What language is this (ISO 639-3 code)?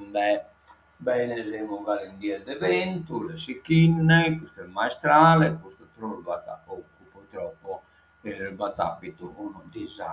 srd